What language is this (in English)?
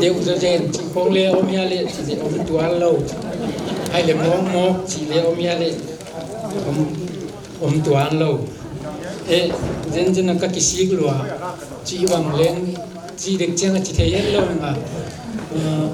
Paite Chin